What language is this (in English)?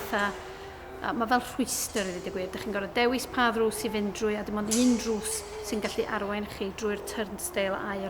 Welsh